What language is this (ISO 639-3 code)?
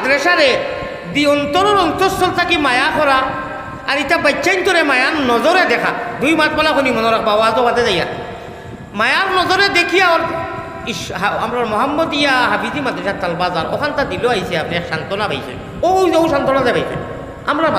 syl